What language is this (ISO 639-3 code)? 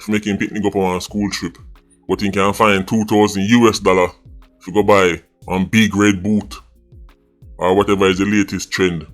jam